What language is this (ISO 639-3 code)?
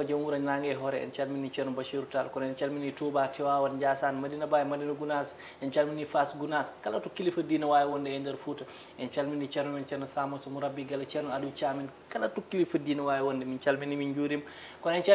ful